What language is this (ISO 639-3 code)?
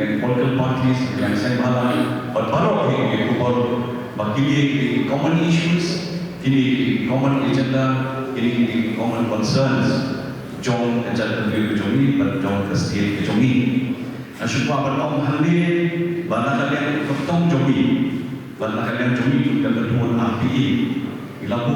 kha